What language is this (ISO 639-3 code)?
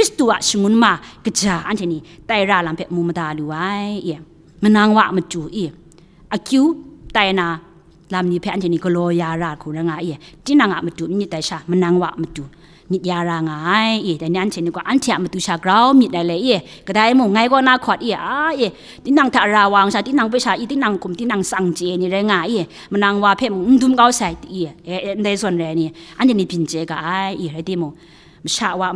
kac